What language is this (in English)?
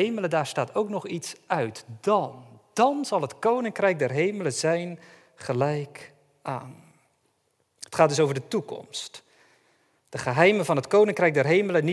Dutch